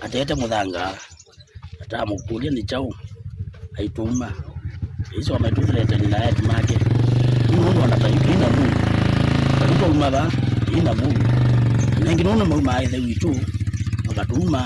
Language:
Kamba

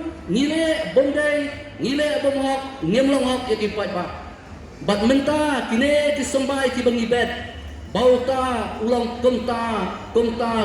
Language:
Khasi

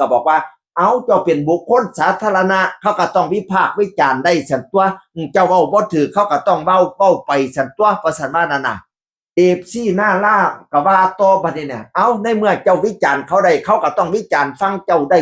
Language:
Northeastern Thai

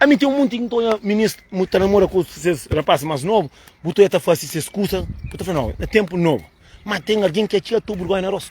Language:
Kabuverdianu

